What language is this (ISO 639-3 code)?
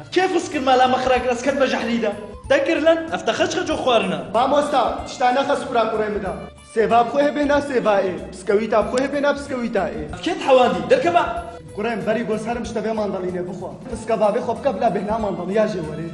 kur